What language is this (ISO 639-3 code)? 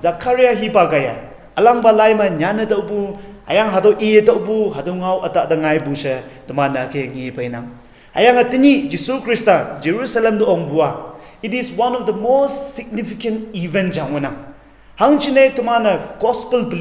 nbe